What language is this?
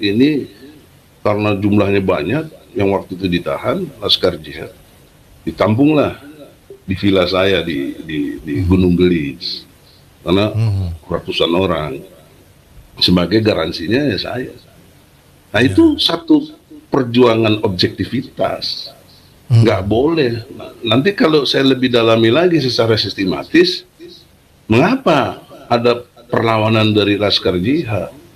Indonesian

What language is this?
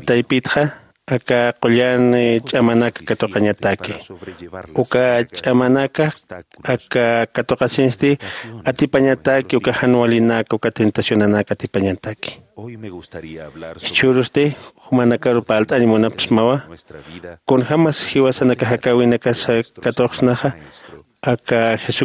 Aymara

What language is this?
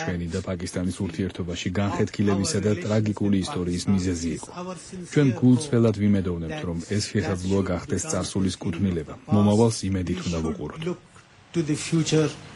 Georgian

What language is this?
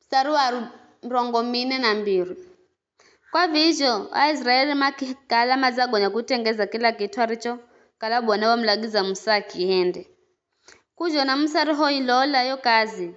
Giryama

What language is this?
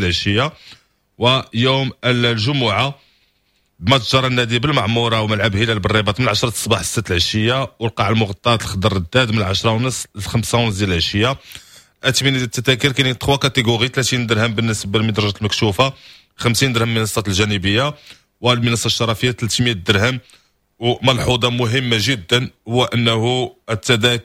Moroccan Arabic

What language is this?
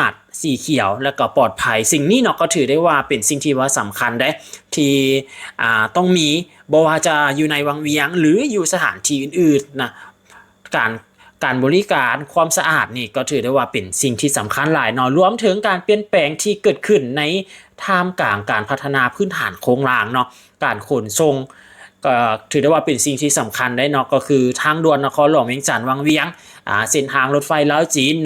Lao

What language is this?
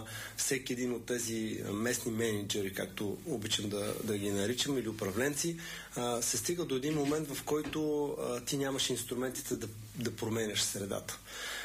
Bulgarian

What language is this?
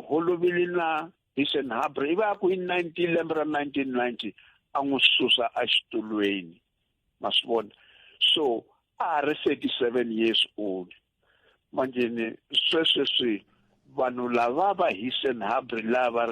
Tsonga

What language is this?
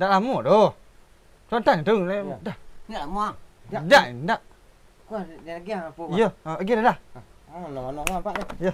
Minangkabau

